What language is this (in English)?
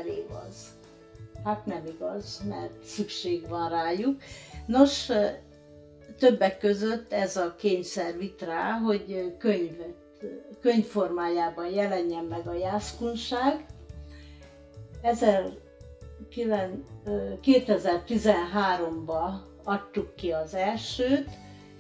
Hungarian